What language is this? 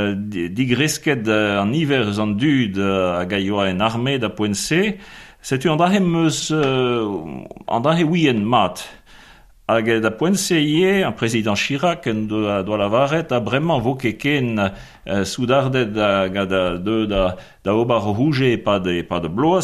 Breton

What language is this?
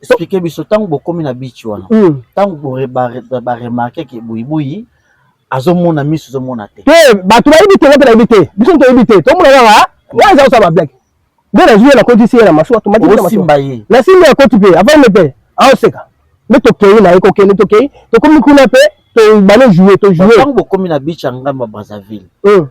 Lingala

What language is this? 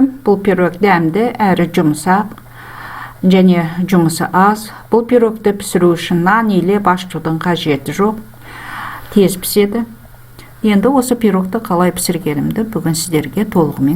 Kazakh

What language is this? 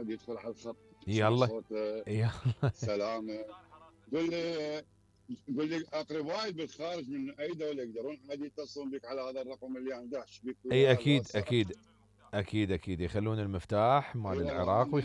Mesopotamian Arabic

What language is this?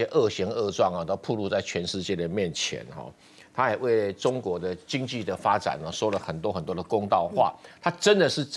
Chinese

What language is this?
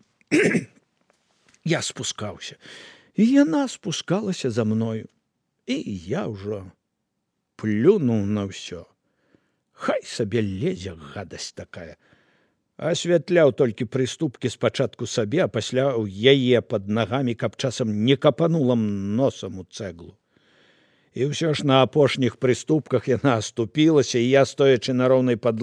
Belarusian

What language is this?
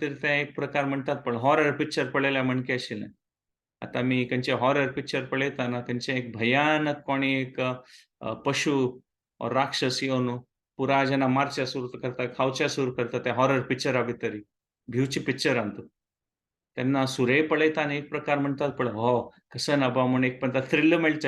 Konkani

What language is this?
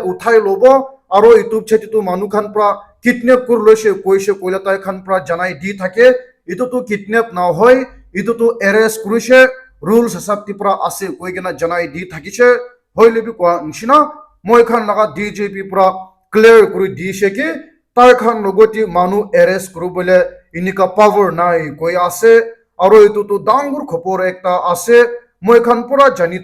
Naga Pidgin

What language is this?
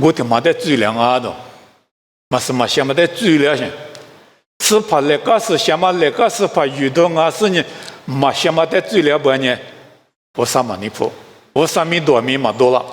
Lisu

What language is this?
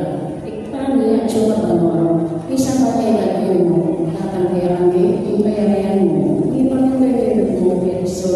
Pampanga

